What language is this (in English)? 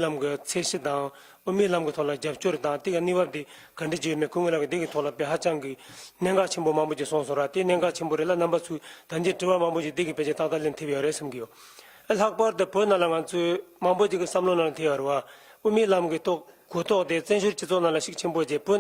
Tibetan